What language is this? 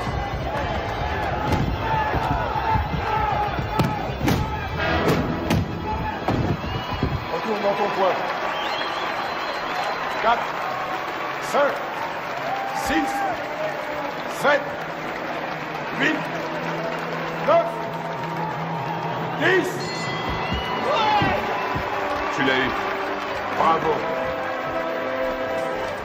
French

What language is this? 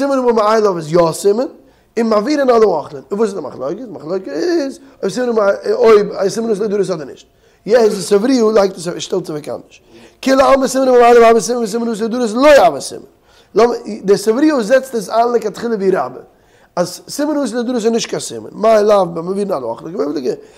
Yiddish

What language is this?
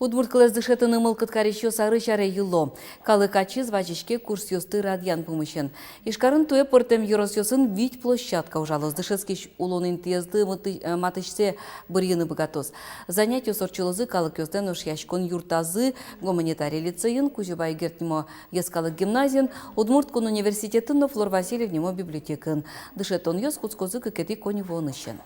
Udmurt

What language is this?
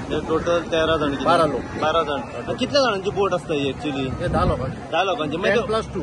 Konkani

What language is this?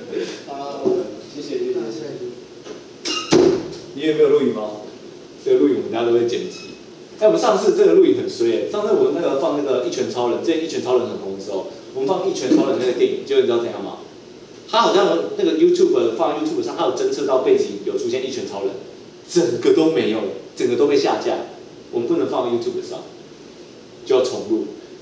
Chinese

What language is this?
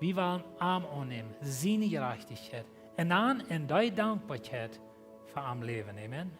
Plautdietsch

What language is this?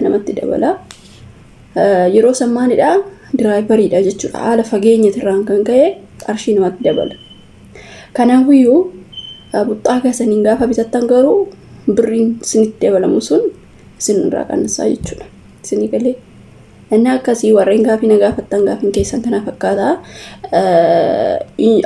Oromo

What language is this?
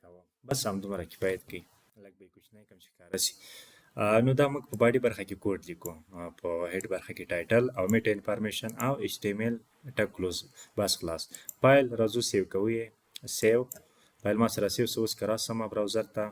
Pashto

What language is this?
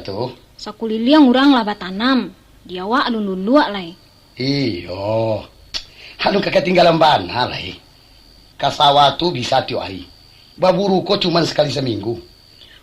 Minangkabau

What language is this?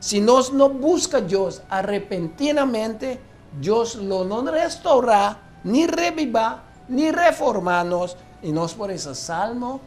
Papiamento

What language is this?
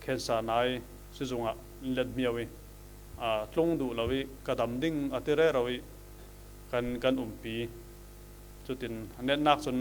Falam Chin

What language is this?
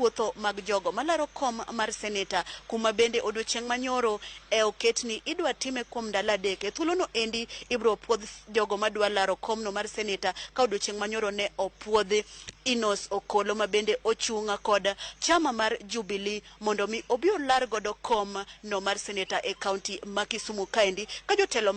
Luo (Kenya and Tanzania)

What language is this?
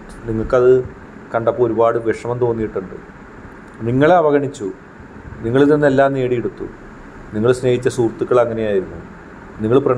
Malayalam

